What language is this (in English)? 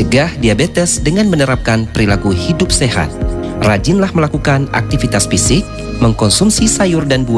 Indonesian